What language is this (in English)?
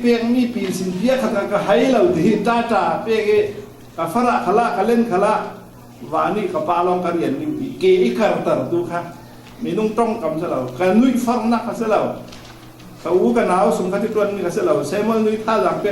Falam Chin